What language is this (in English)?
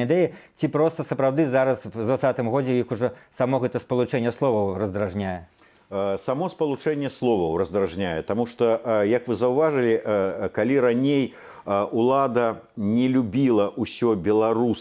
Belarusian